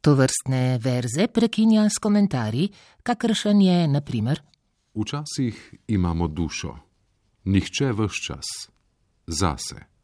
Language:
Slovenian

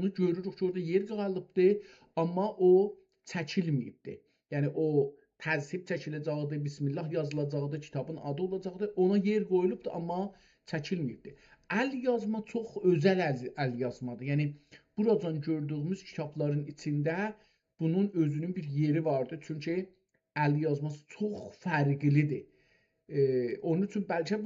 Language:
South Azerbaijani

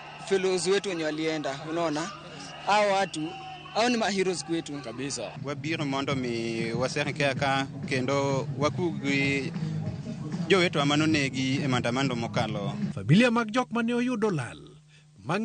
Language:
Luo (Kenya and Tanzania)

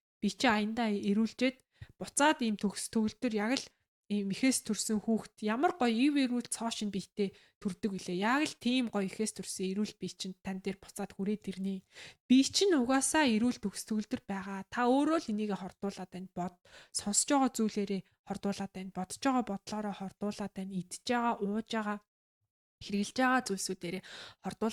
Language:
Mongolian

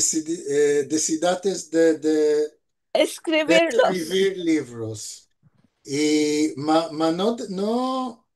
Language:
Ladino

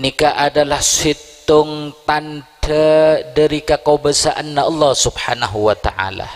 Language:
Madurese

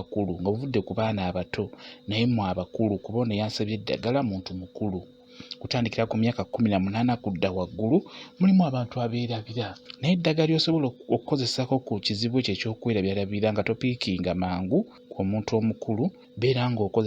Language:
Ganda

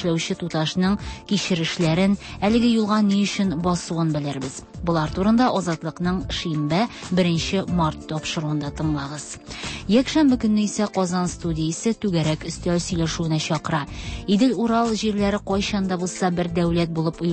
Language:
Tatar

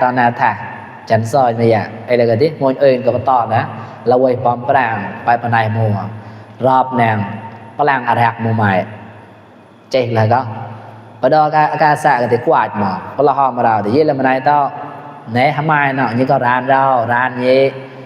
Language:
Mon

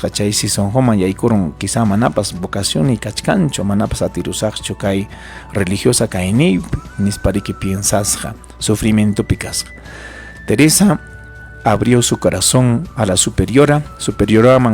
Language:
Ayacucho Quechua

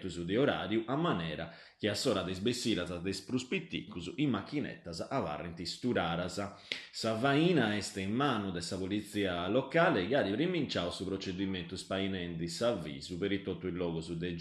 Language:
Sardinian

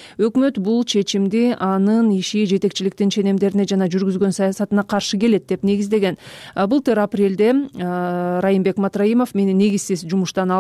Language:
Kyrgyz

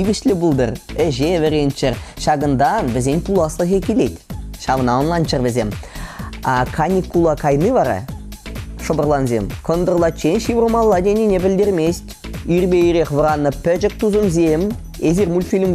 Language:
Chuvash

